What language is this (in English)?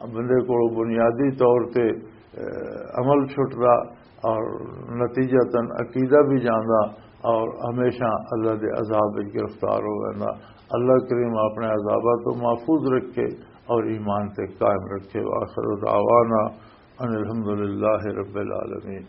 Western Panjabi